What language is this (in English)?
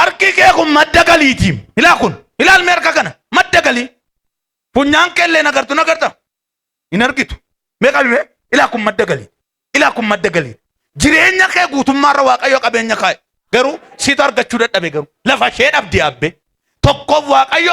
Oromo